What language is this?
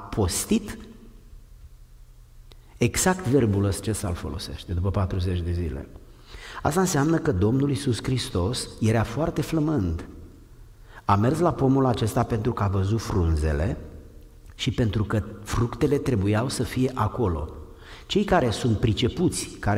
Romanian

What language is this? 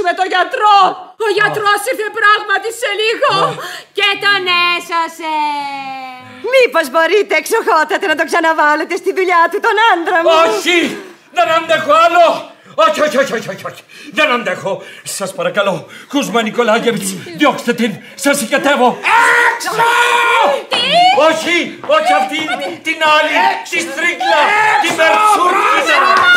Greek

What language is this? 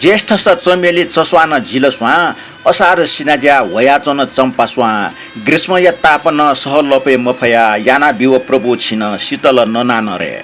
Newari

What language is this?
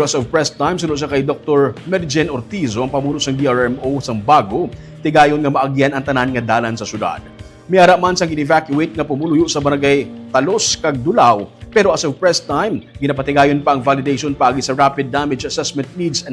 Hiligaynon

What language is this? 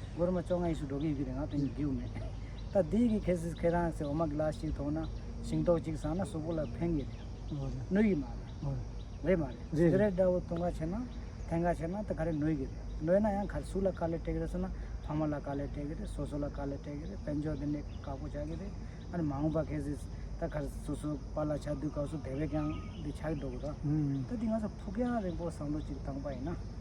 Tibetan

